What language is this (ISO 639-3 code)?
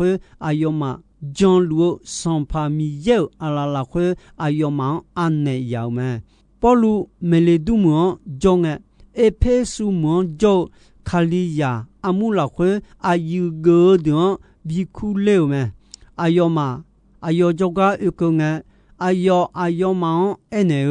ahk